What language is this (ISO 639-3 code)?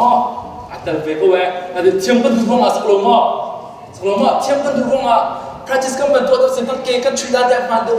cnh